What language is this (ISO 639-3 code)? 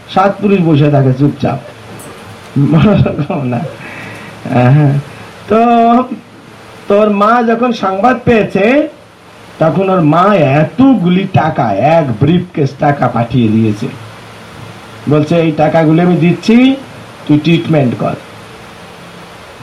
ben